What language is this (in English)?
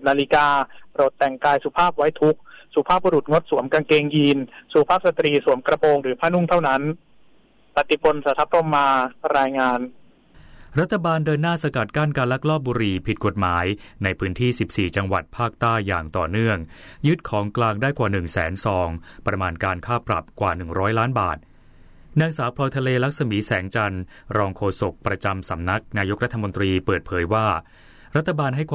Thai